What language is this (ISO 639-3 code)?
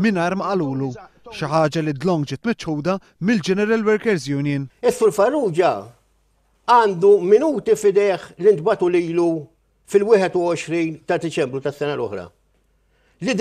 mlt